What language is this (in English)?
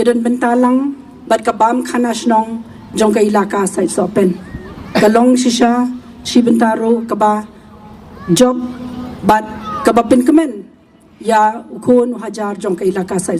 Khasi